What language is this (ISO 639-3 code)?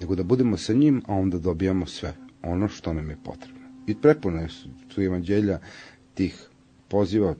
srp